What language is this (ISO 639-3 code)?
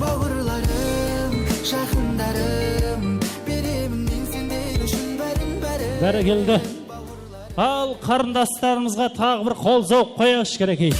kaa